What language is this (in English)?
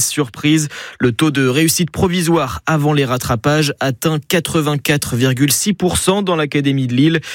French